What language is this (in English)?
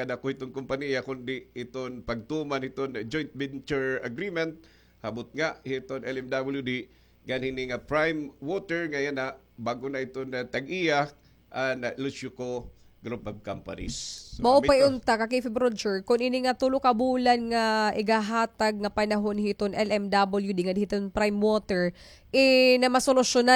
Waray